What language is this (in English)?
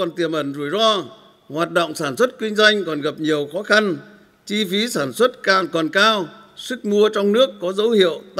Vietnamese